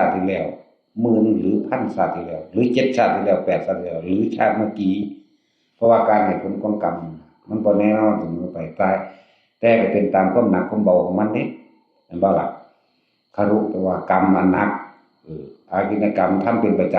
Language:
Northeastern Thai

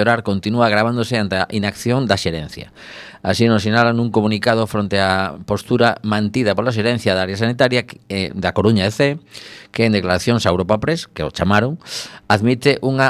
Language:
Galician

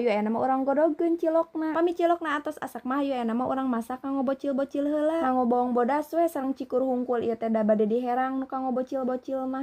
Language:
Sundanese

